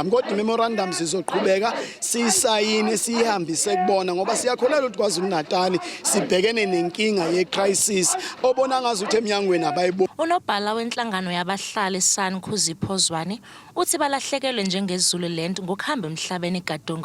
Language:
Zulu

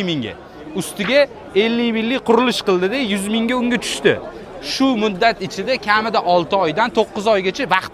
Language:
Uzbek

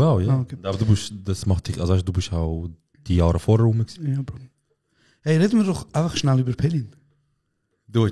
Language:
Swiss German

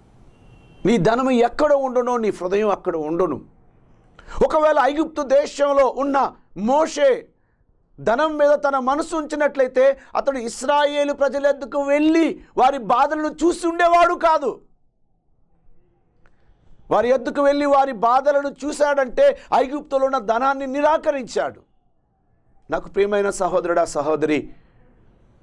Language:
Telugu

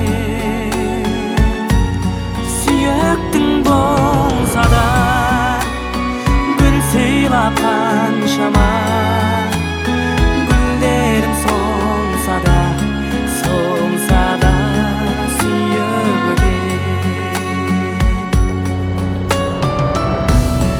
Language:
Kazakh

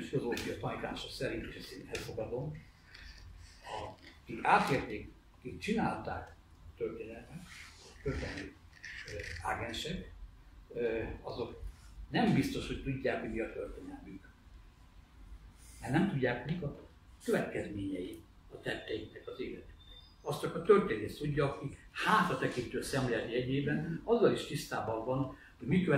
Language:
Hungarian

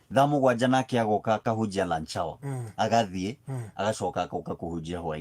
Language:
Kikuyu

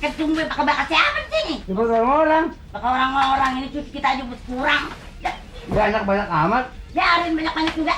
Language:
Betawi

